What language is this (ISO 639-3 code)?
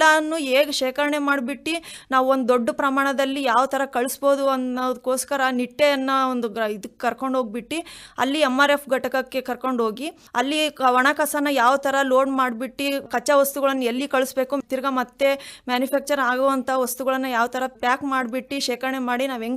kan